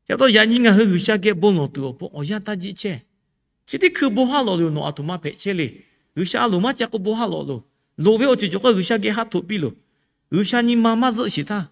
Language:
Lahu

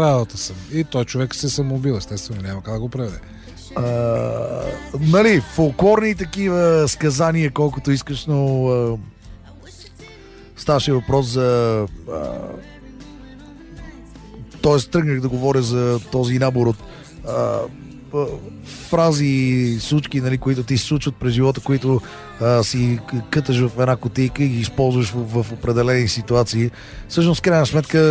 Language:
Bulgarian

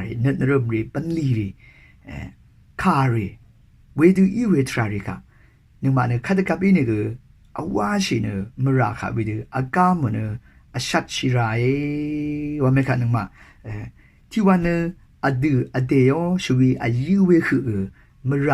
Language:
Rawang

